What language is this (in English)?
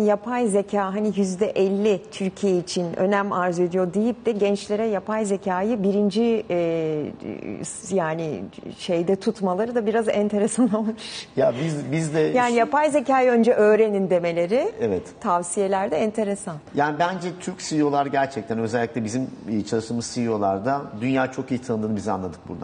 Turkish